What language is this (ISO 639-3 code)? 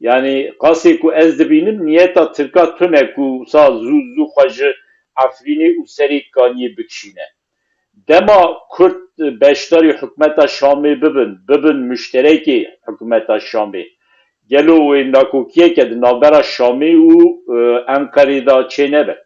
kur